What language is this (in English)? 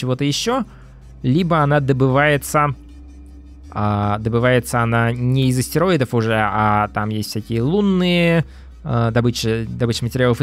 Russian